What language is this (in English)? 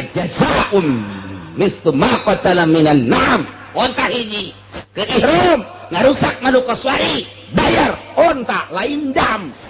Sundanese